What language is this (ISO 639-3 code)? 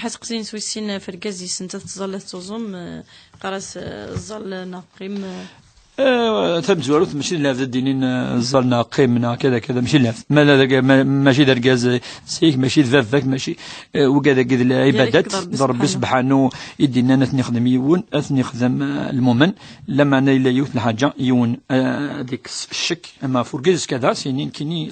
kab